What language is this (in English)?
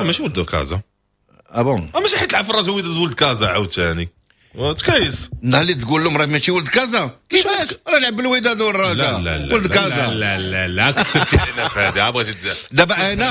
Moroccan Arabic